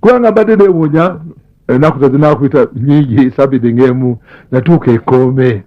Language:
Ganda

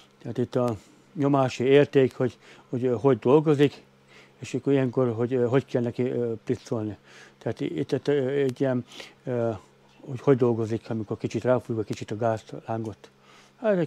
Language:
Hungarian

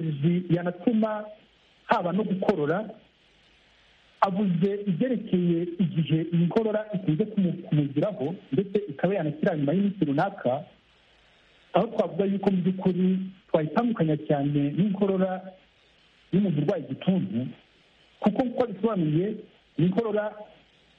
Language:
Kinyarwanda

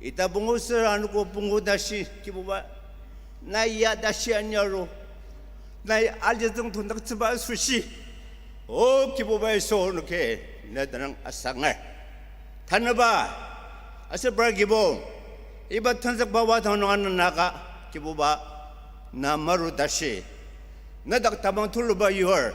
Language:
Ao Naga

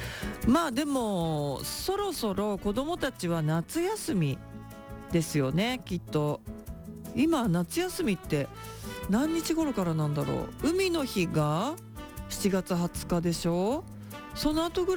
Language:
Japanese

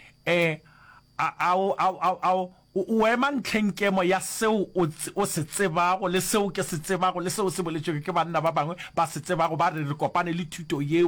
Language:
Northern Sotho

